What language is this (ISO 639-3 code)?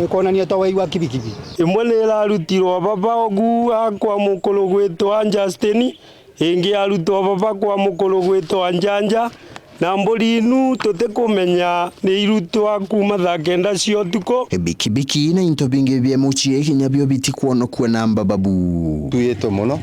mer